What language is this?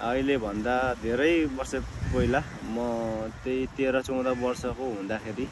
Nepali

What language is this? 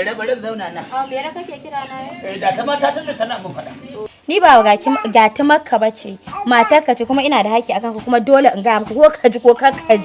Hausa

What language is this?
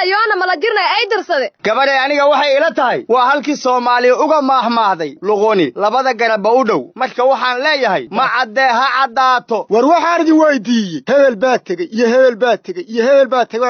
Somali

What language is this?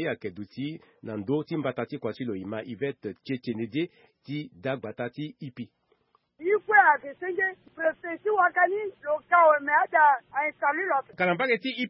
Sango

